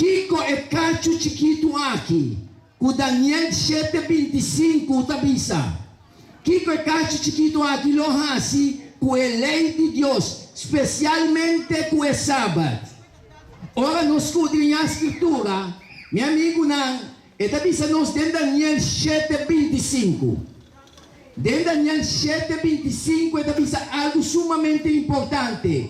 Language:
Papiamento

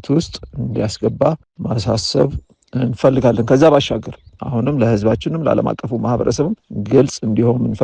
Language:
Amharic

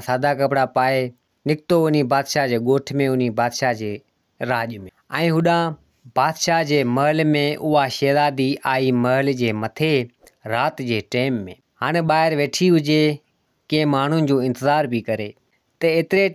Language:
Sindhi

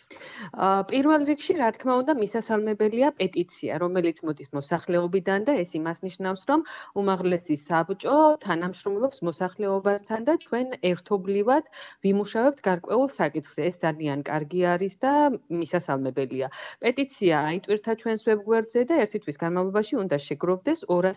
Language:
Georgian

